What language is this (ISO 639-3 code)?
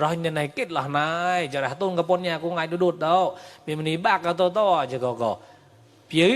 mnw